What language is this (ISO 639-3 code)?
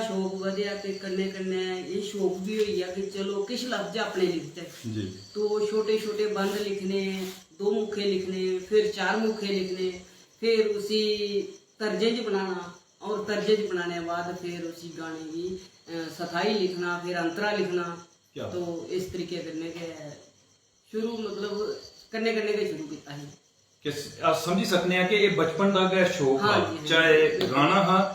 doi